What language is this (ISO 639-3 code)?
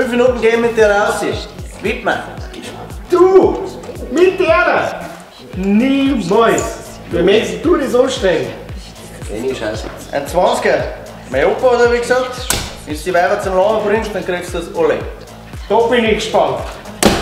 bar